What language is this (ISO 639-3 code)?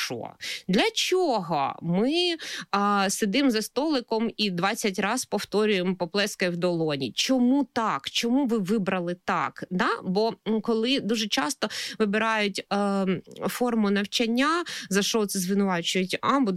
ukr